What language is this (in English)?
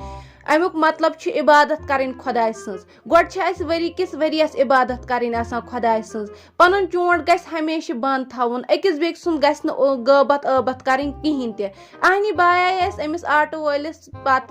Kashmiri